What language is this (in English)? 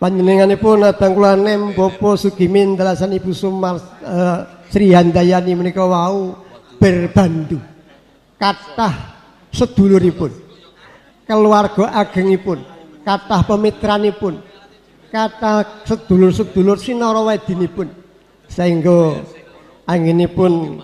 Javanese